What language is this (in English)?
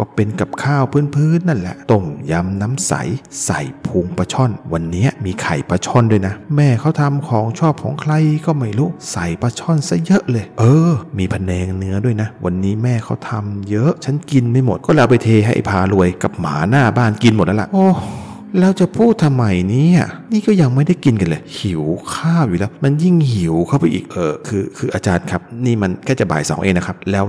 Thai